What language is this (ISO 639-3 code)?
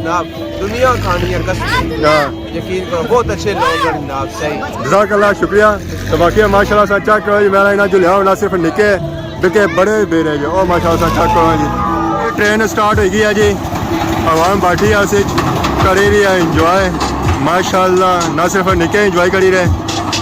phr